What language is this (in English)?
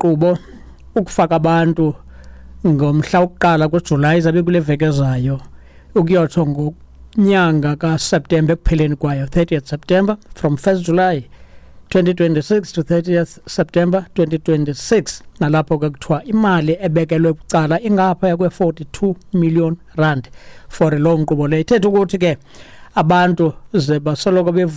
Xhosa